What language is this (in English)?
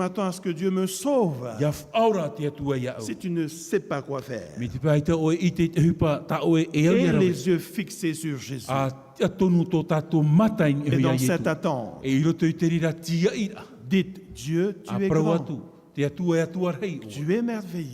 Tahitian